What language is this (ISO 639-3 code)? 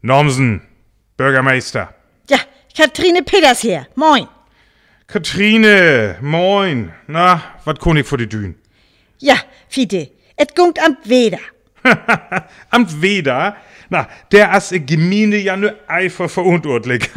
frr